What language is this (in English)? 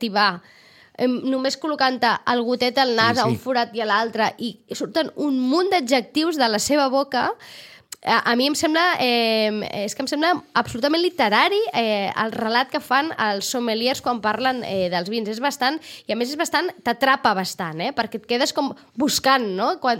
Catalan